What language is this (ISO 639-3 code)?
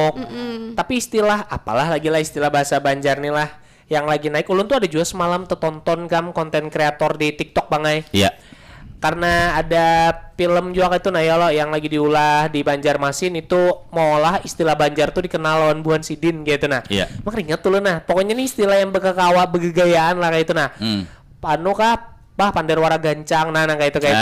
bjn